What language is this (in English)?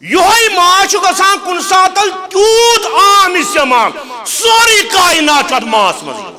Kashmiri